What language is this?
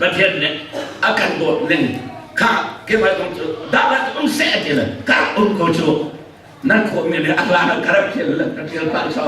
Hakha Chin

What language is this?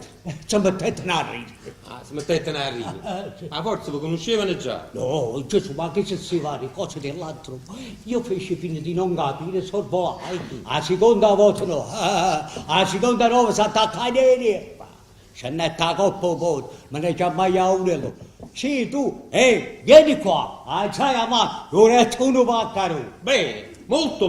Neapolitan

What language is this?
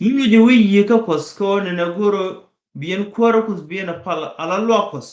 Nuer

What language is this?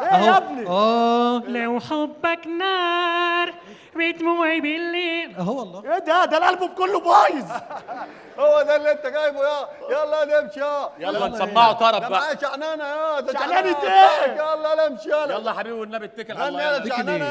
Egyptian Arabic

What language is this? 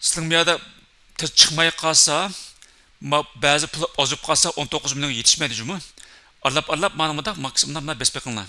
Uyghur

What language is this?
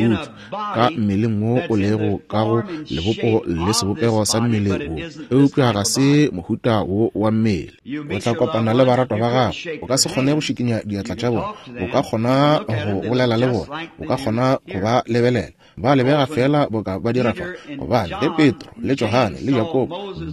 Northern Sotho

